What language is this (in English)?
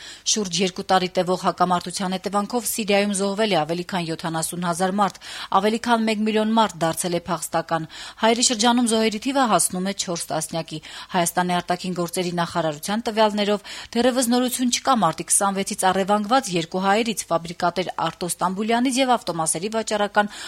Armenian